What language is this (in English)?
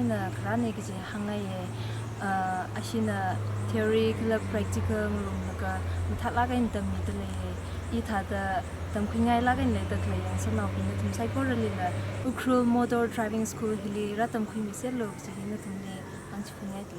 Tangkhul Naga (India)